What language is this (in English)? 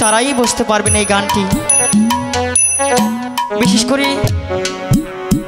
Bangla